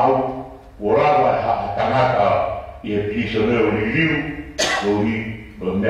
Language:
Tongan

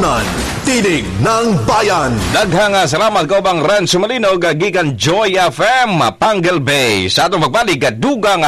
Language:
Cebuano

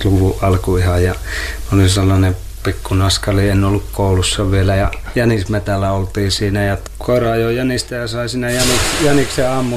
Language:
Finnish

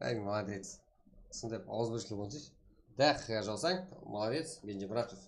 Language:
Kara-Kalpak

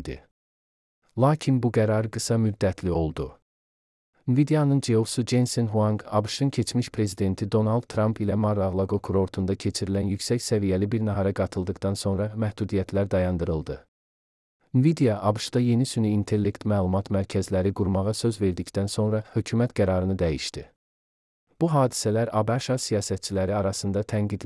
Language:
Azerbaijani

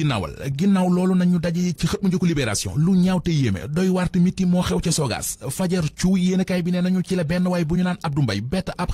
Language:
Wolof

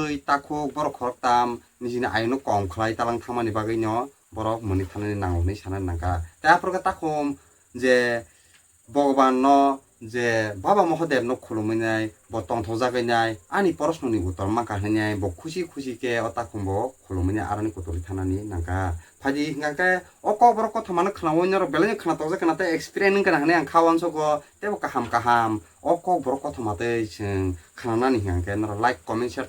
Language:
Kok Borok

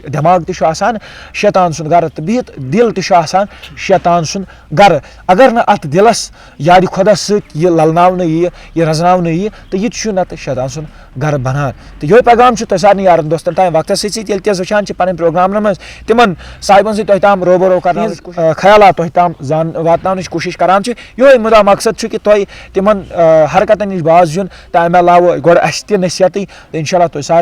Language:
Kashmiri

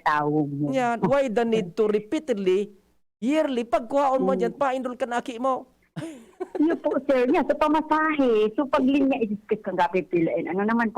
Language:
Bikol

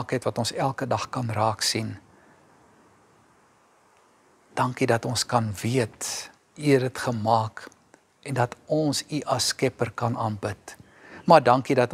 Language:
Afrikaans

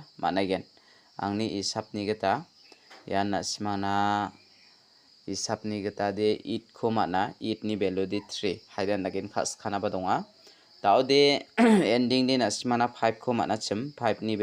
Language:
Garo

